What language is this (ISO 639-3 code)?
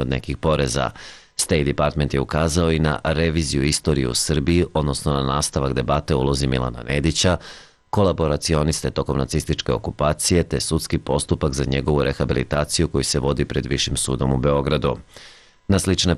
srp